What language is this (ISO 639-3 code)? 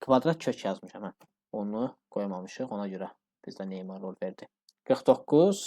aze